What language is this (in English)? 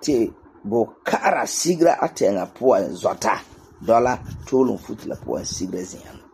Frafra